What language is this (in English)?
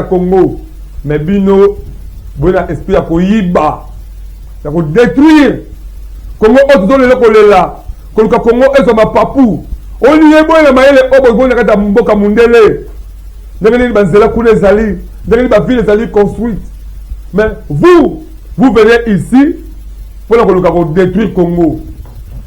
Lingala